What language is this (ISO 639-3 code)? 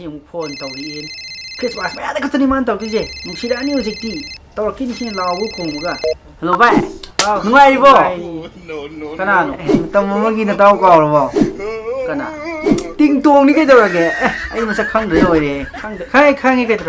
mni